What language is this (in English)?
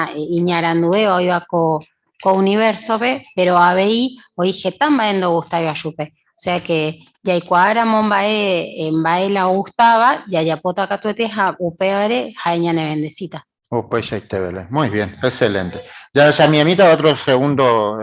Guarani